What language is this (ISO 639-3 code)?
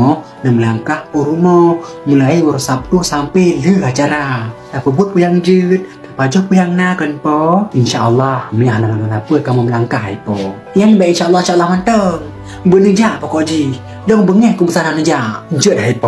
ace